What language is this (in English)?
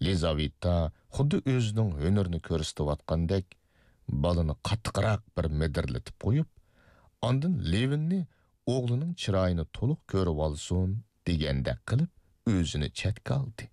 Uyghur